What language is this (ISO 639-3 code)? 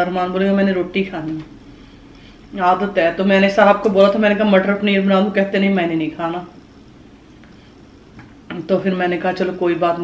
hin